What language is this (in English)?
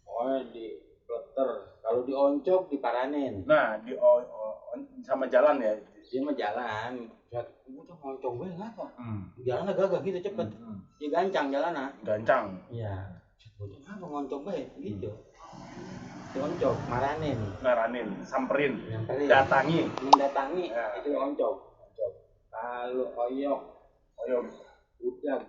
Betawi